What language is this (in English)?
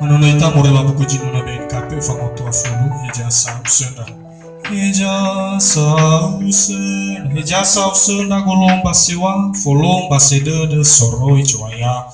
Nias